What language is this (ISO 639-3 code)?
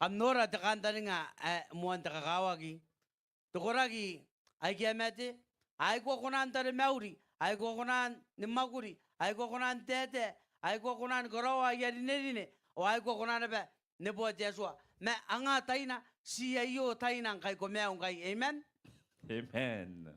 gil